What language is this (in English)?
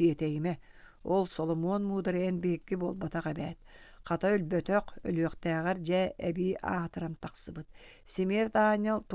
Yakut